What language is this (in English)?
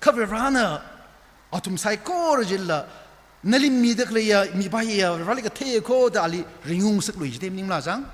Tangkhul Naga (India)